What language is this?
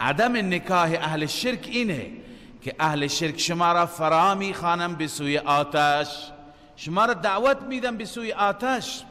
Persian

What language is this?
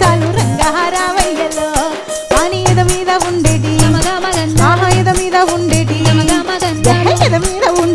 Telugu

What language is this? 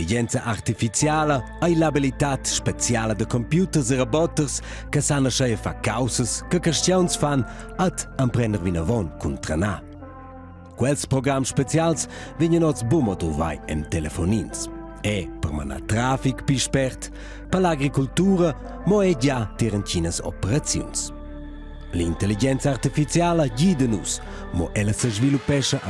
Romansh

